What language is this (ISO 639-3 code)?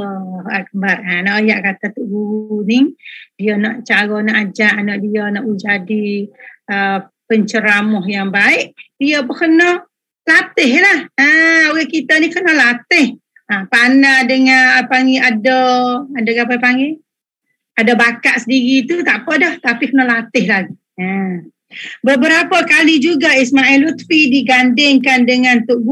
msa